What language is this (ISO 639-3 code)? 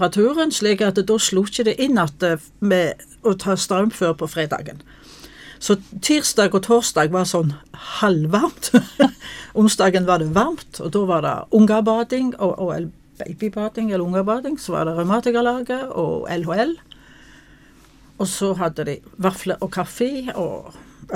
nor